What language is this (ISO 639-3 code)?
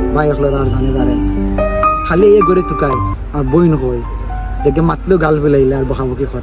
syl